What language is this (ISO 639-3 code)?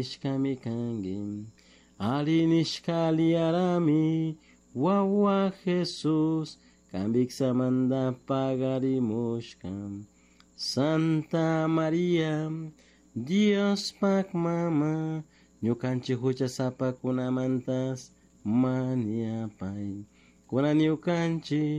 qug